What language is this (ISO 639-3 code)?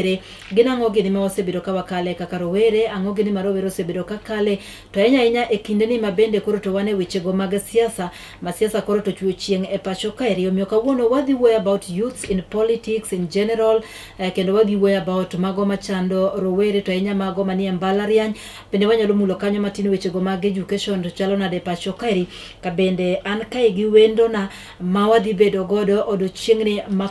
luo